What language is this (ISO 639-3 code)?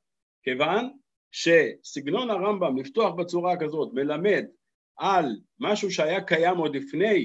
heb